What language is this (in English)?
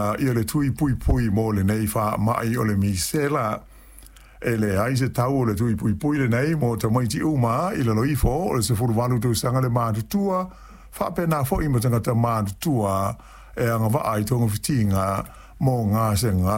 Samoan